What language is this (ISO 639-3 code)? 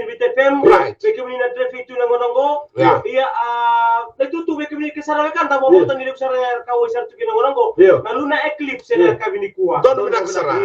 fij